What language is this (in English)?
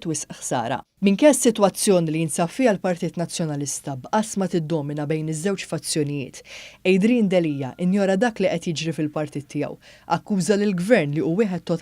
Maltese